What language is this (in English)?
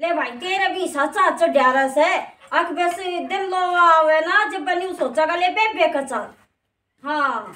Haryanvi